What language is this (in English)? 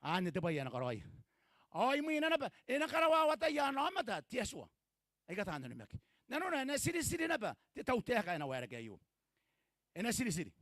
Gilbertese